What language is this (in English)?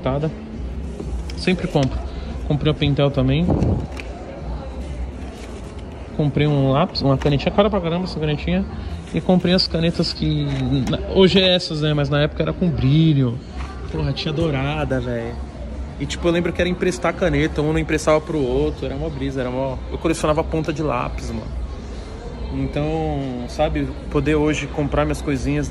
Portuguese